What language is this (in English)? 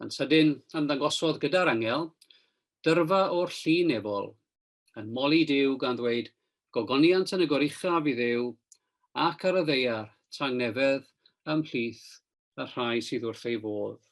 Welsh